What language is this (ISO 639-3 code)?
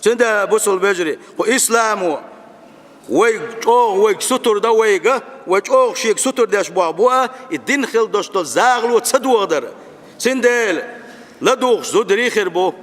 che